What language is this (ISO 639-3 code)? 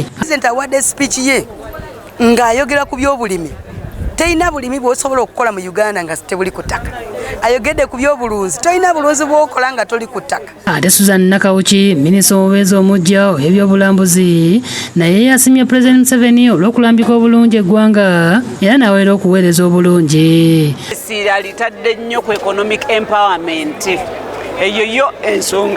lug